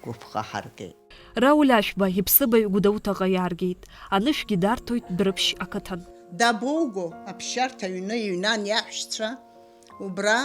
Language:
Abkhazian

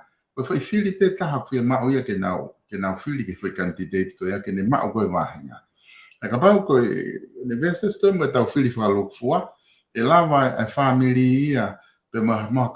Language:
Tongan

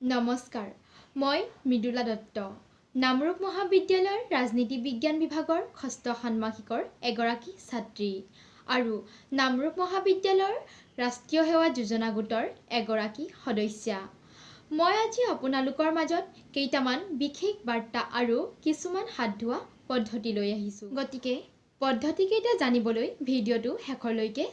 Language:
Assamese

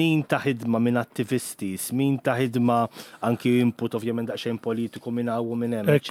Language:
Maltese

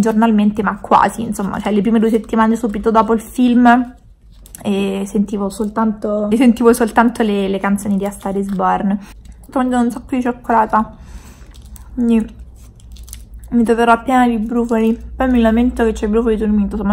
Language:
Italian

